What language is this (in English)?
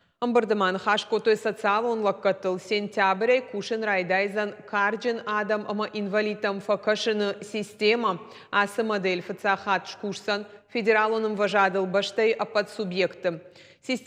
Ossetic